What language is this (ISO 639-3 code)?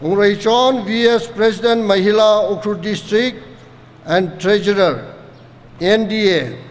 nmf